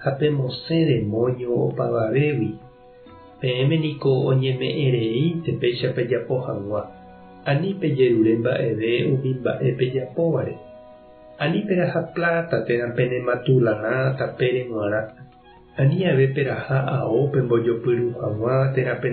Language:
Guarani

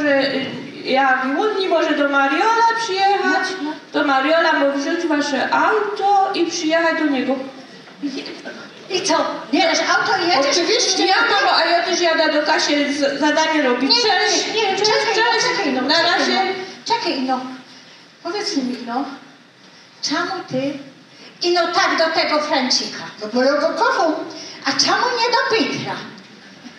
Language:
Silesian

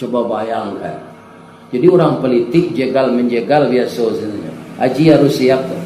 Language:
Minangkabau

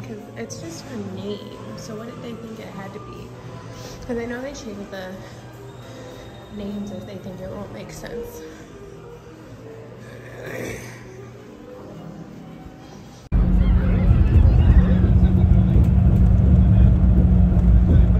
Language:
English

